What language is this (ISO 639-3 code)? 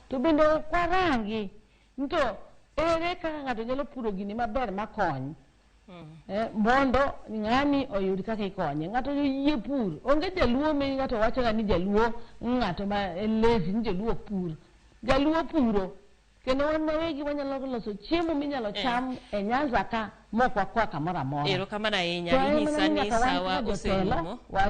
luo